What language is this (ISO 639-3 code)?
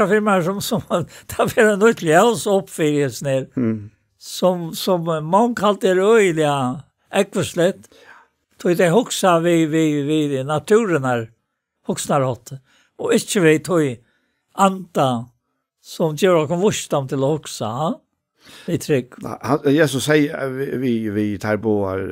fao